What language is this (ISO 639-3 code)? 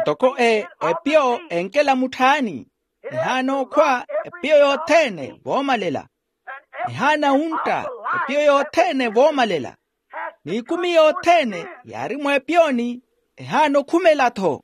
vmw